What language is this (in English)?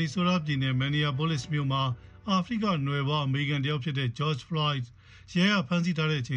Burmese